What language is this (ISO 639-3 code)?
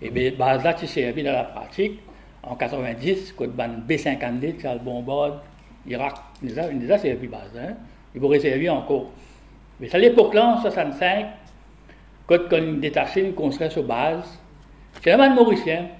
mfe